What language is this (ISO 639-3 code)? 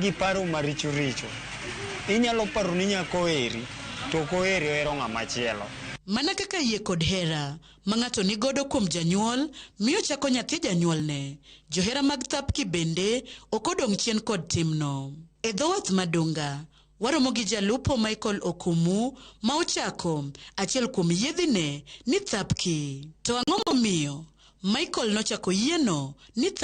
luo